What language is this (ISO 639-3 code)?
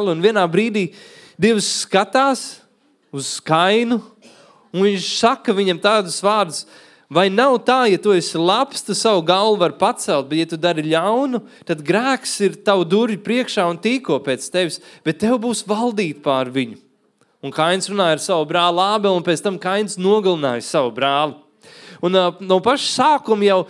lav